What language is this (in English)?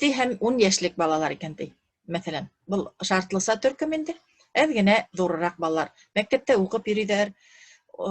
Bashkir